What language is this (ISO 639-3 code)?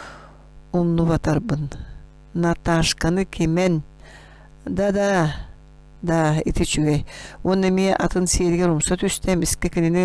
sah